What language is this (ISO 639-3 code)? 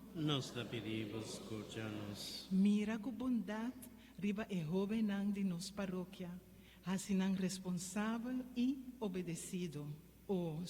pap